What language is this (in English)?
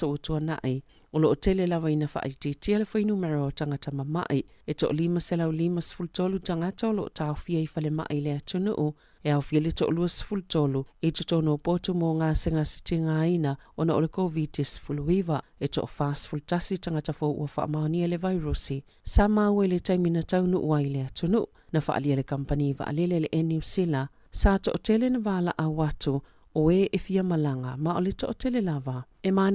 Samoan